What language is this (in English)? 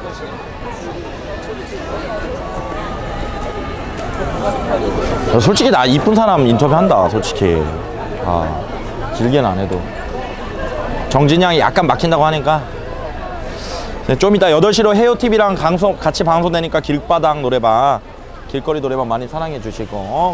Korean